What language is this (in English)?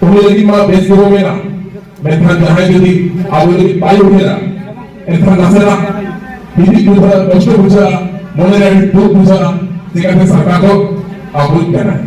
Santali